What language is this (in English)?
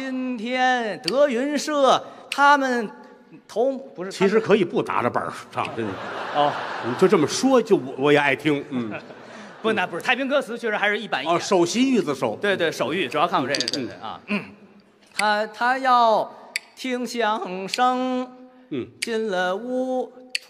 Chinese